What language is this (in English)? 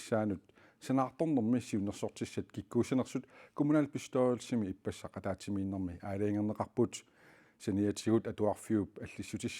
Kalaallisut